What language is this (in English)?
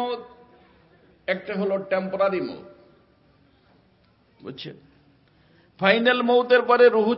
Bangla